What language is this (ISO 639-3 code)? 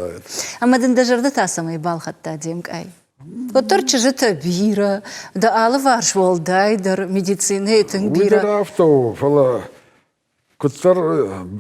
oss